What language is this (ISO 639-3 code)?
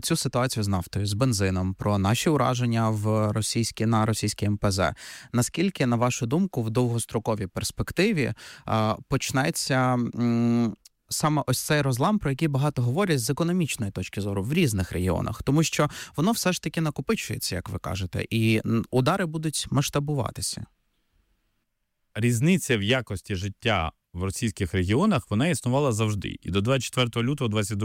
ukr